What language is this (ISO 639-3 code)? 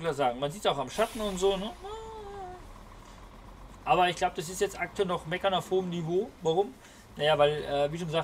deu